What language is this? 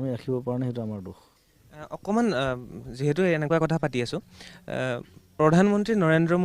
Assamese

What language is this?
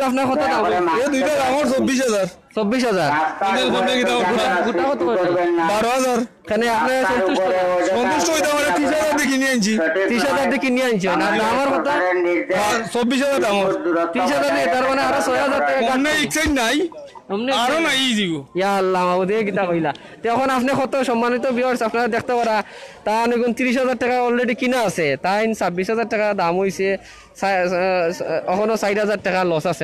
Sylheti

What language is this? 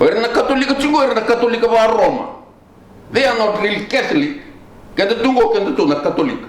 Fijian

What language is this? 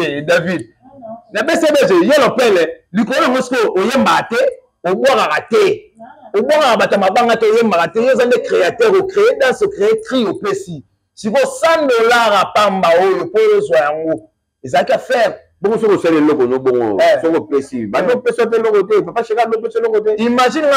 Lingala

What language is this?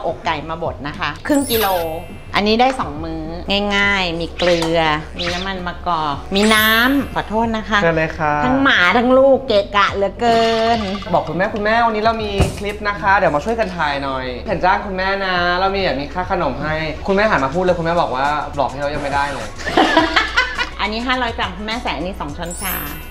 Thai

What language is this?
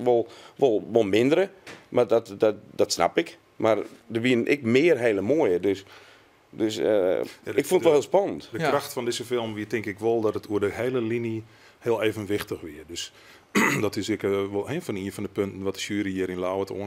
Western Frisian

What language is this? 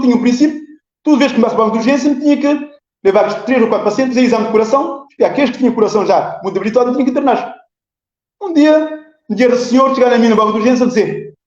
Kabuverdianu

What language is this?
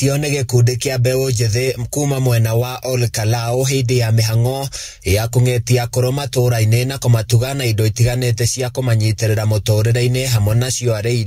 Kikuyu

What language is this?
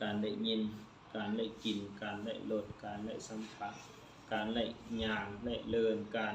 Lao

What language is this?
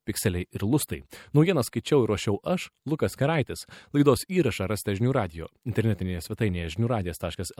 Lithuanian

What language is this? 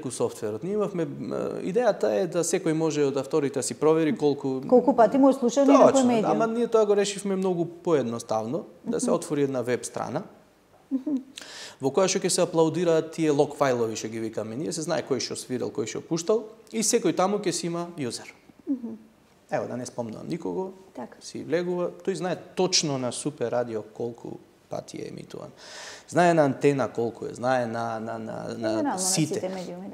Macedonian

